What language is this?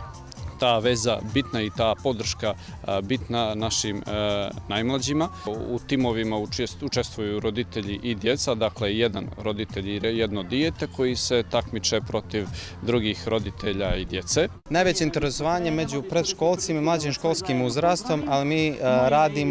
Bosnian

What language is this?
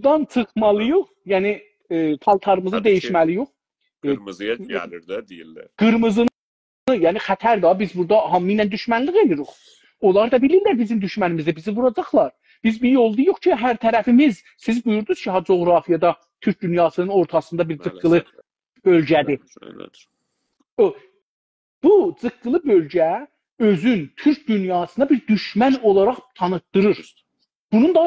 South Azerbaijani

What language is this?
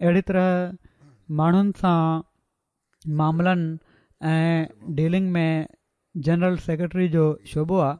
Sindhi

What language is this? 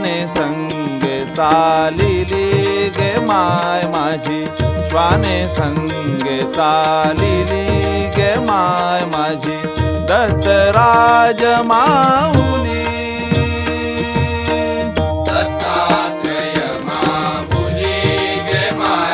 Marathi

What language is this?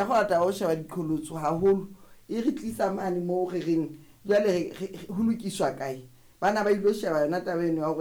Southern Sotho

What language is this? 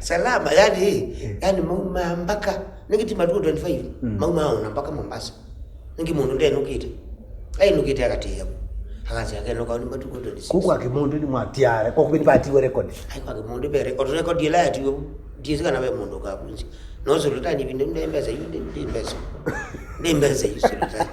Kamba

